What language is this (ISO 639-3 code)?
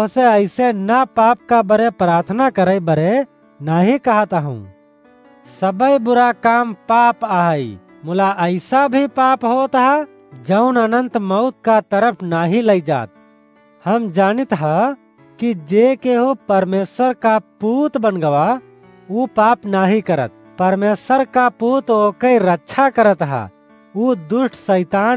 awa